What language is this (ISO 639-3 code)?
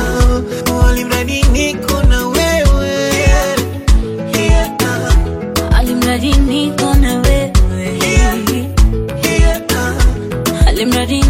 swa